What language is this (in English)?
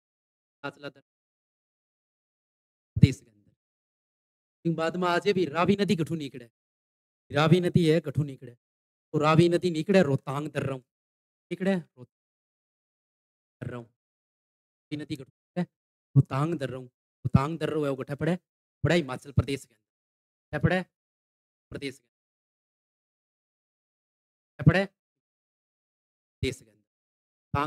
Hindi